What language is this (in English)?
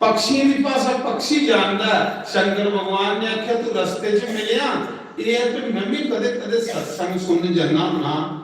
Dogri